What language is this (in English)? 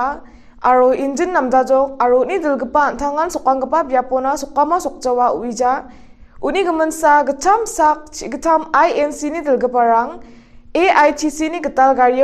Garo